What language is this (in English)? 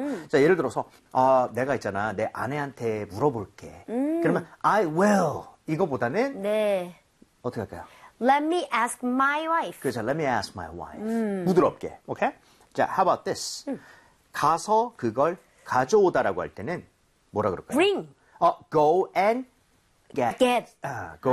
Korean